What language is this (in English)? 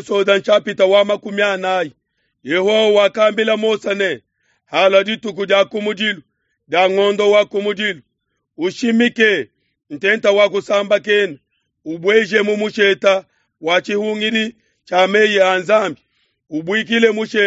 Luba-Lulua